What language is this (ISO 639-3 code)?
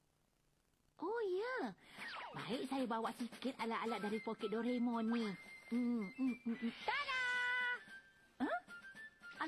msa